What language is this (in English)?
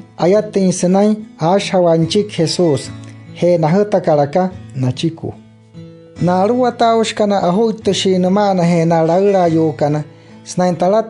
Wayuu